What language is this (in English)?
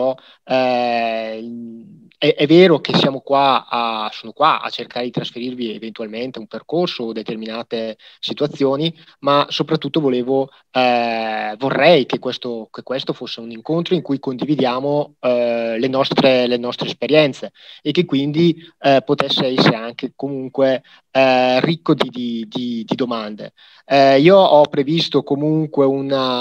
Italian